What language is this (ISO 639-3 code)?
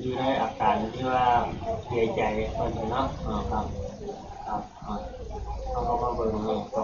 tts